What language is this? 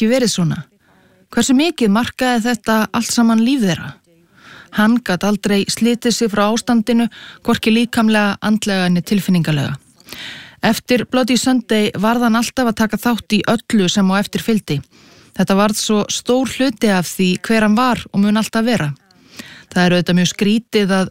Icelandic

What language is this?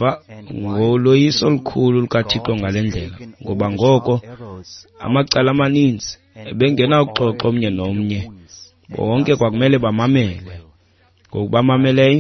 Xhosa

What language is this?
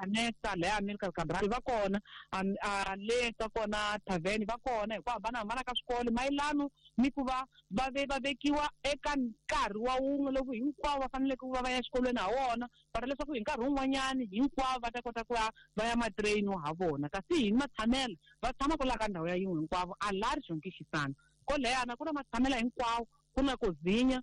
Tsonga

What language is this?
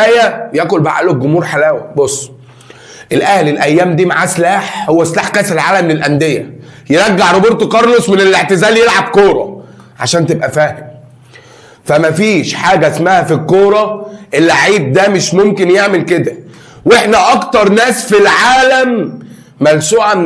Egyptian Arabic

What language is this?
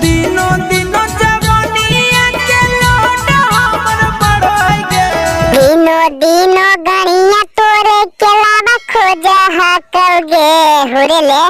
Magahi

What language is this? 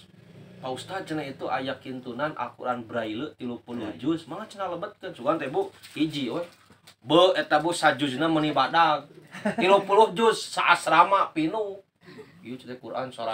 Sundanese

